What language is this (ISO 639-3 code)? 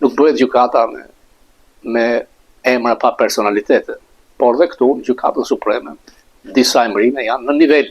sqi